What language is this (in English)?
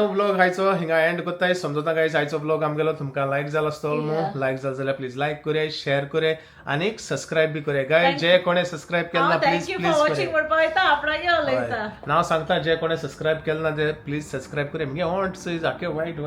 Konkani